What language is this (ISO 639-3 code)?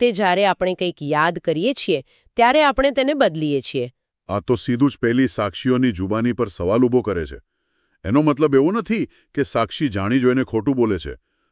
guj